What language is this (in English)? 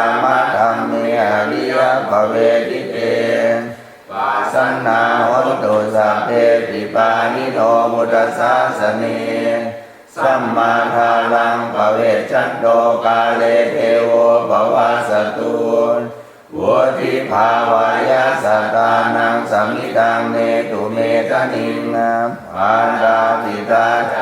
Pali